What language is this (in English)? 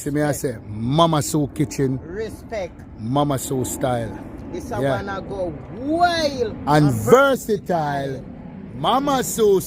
Jamaican Creole English